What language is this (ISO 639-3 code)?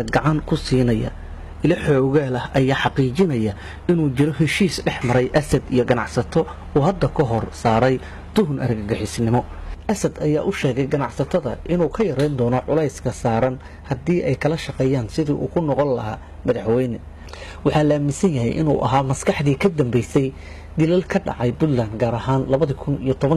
som